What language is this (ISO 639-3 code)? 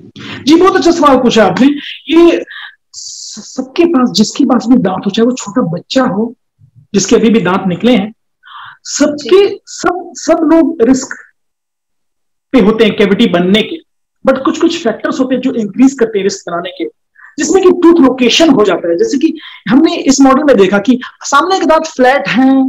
hin